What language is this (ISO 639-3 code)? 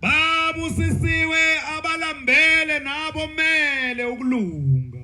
zul